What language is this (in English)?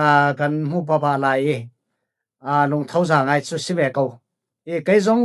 Falam Chin